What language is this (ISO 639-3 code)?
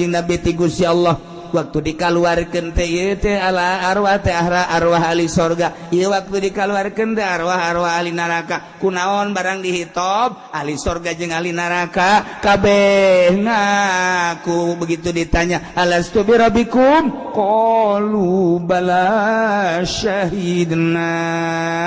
sun